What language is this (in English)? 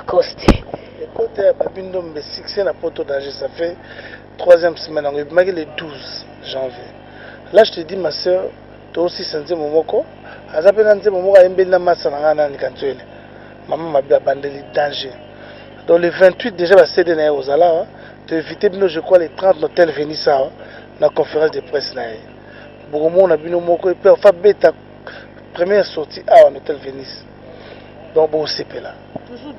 Lingala